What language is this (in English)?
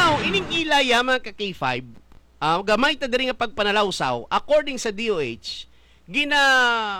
Hiligaynon